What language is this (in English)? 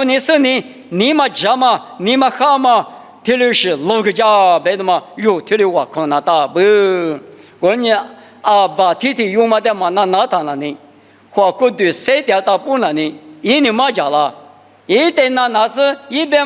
Lisu